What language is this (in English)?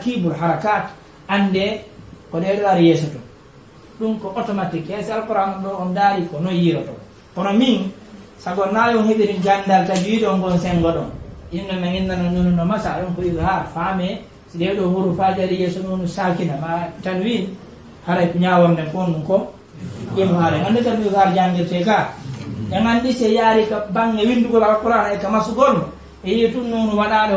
Fula